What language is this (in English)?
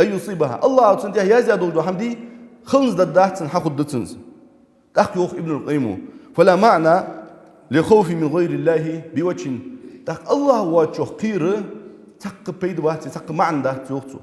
Ingush